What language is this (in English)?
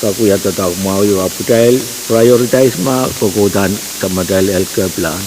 Pohnpeian